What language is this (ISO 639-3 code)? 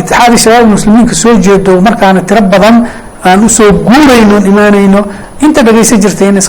som